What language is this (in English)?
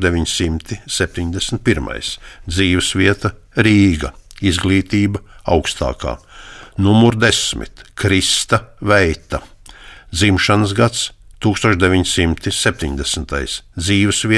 Latvian